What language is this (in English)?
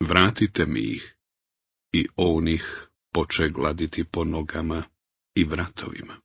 Bosnian